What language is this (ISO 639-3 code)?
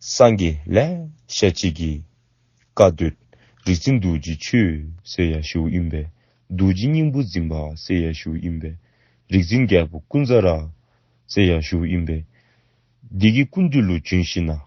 dzo